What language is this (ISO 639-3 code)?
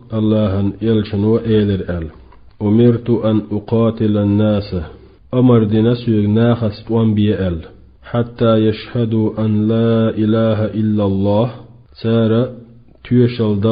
che